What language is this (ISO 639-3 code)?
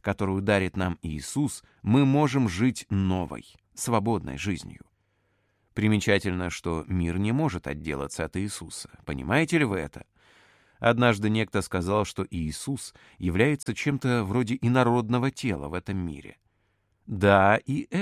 rus